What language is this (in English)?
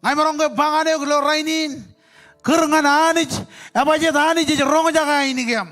Marshallese